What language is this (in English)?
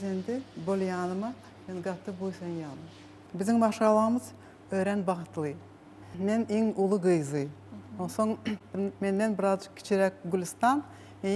Turkmen